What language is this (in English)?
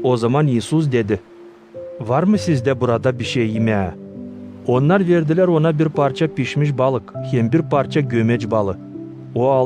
Gagauz